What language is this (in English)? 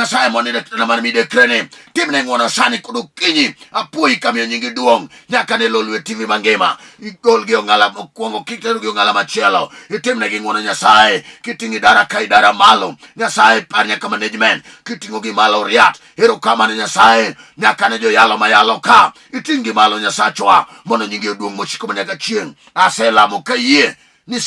Luo (Kenya and Tanzania)